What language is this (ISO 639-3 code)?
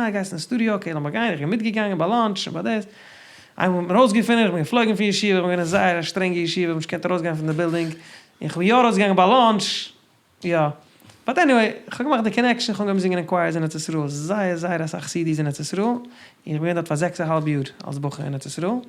yid